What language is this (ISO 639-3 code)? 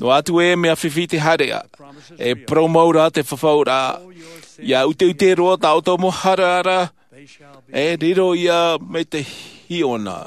tah